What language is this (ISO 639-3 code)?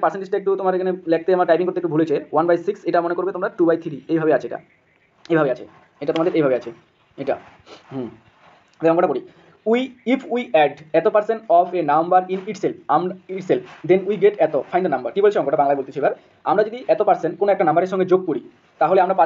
ben